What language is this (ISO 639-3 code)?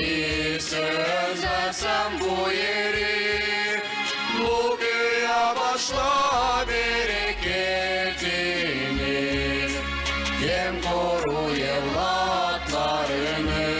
gag